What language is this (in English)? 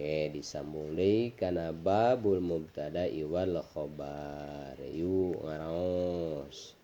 Sundanese